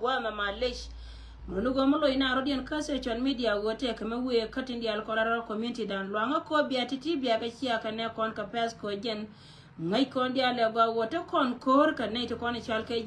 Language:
Nuer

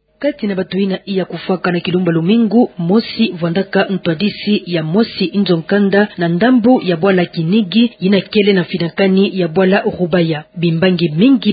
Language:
Kituba (Democratic Republic of Congo)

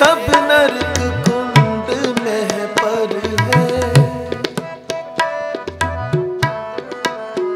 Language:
Punjabi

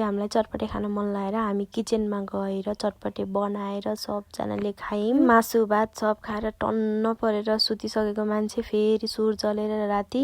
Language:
Nepali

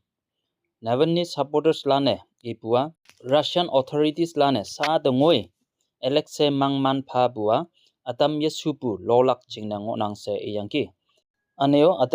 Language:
Konyak Naga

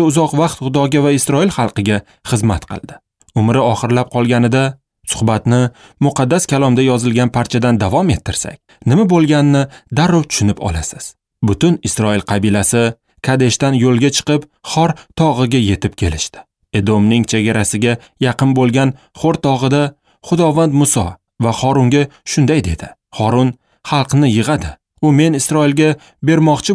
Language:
Uzbek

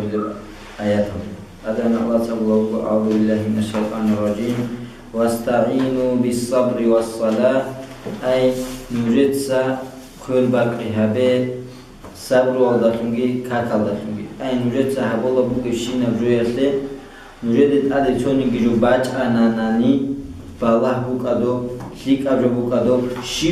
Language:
Avaric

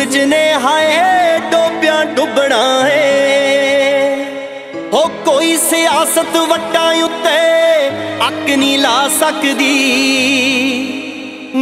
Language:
Punjabi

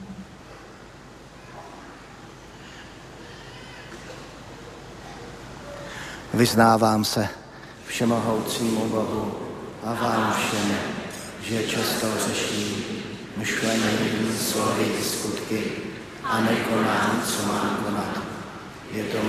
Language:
Czech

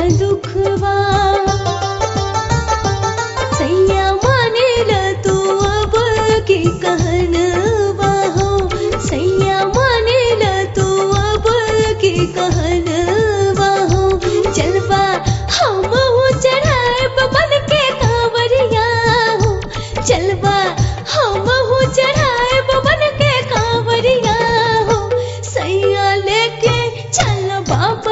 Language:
Bhojpuri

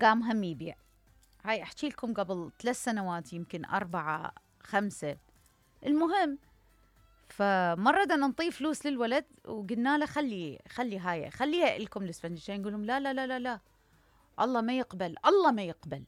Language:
Mesopotamian Arabic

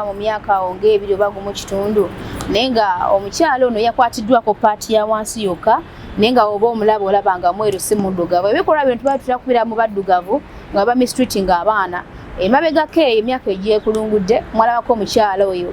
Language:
Ganda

